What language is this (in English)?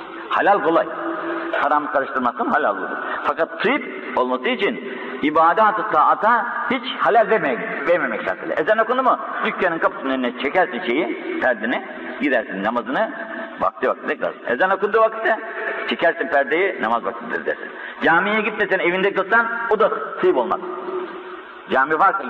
Turkish